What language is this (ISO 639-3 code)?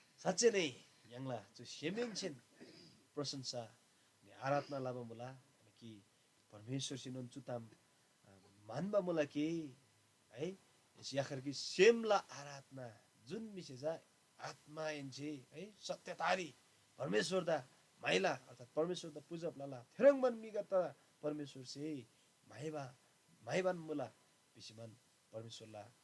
taj